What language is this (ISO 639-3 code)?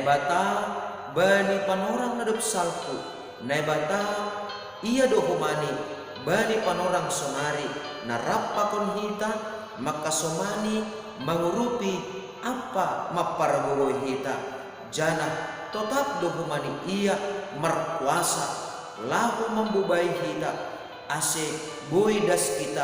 bts